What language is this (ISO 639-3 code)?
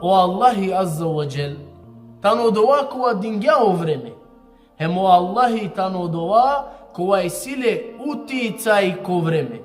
rmn